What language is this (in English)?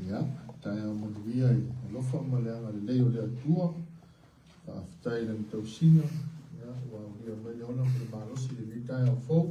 Samoan